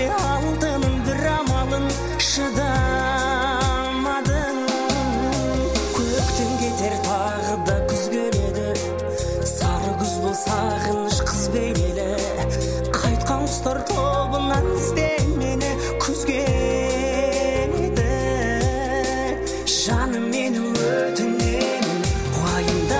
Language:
Kazakh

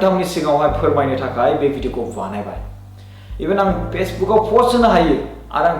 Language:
Bodo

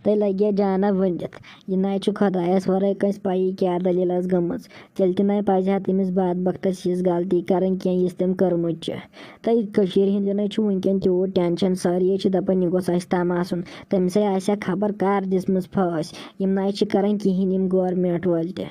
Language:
Kashmiri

